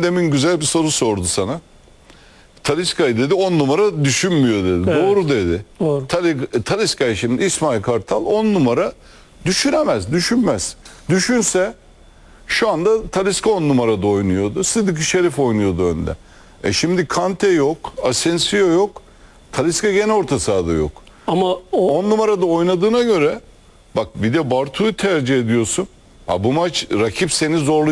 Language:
Turkish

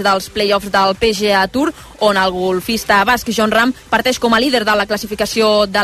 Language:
Catalan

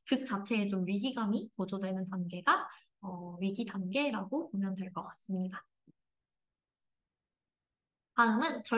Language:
Korean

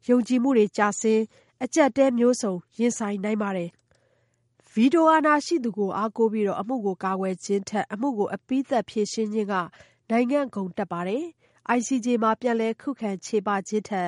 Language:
Burmese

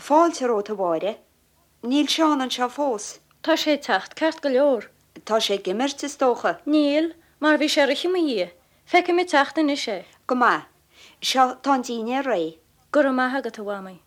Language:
Irish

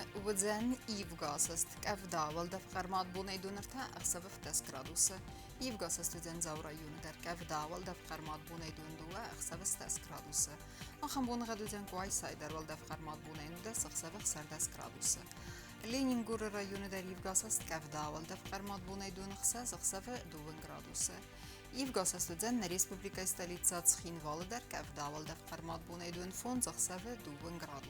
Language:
Ossetic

